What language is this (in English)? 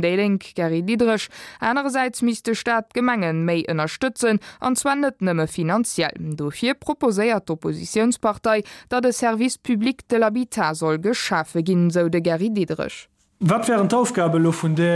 Luxembourgish